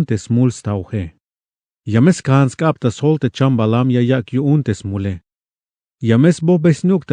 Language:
Tzeltal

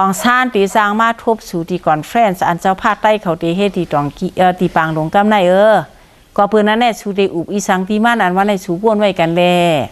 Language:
Shan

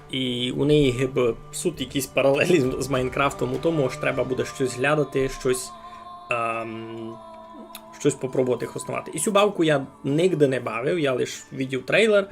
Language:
Rusyn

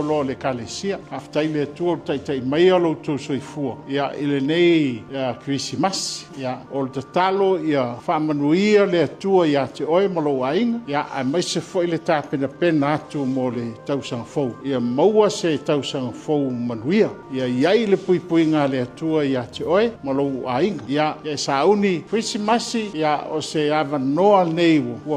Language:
Samoan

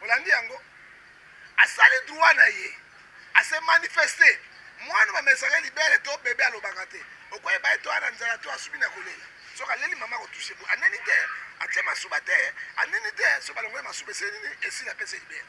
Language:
Lingala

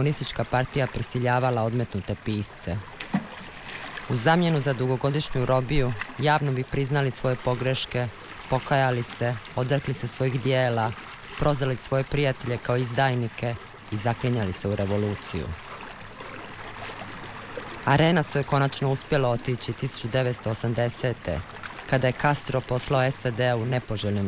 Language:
Croatian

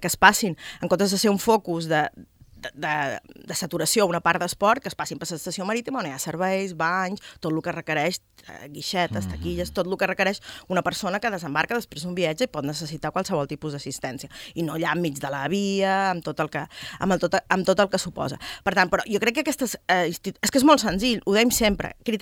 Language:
Catalan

